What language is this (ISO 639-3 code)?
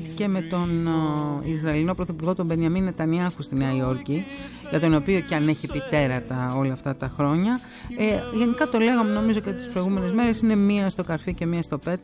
ell